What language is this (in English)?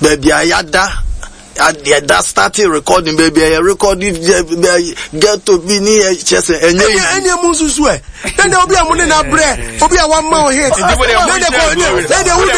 Akan